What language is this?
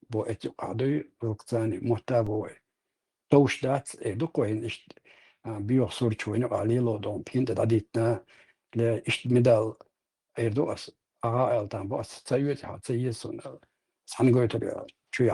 Chechen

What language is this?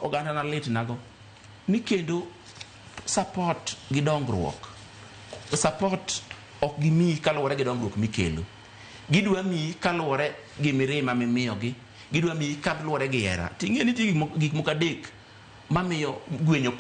Luo (Kenya and Tanzania)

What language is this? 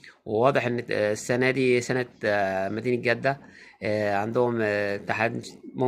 Egyptian Arabic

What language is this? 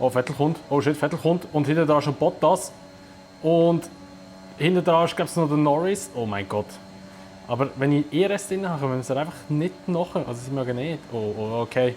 Swiss German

